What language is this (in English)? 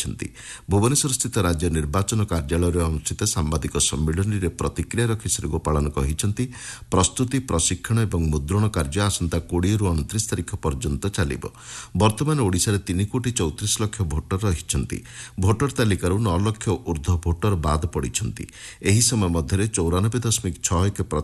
Odia